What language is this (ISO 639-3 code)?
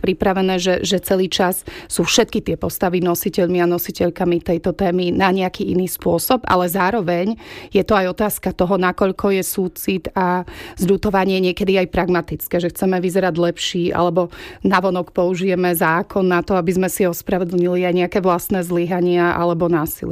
slk